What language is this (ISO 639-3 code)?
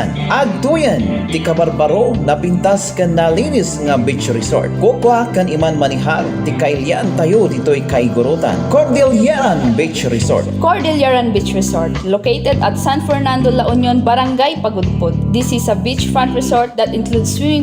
ilo